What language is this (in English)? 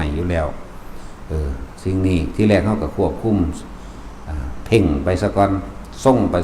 Northeastern Thai